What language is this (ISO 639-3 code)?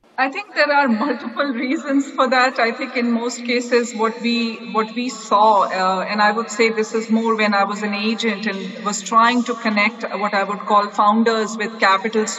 eng